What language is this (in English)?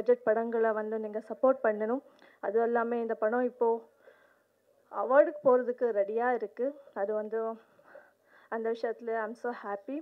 Tamil